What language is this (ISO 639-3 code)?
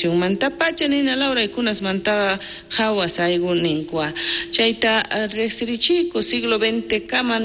quh